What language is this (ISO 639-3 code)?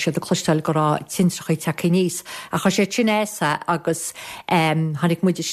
gle